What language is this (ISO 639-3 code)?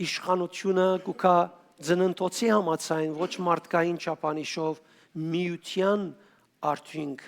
hyw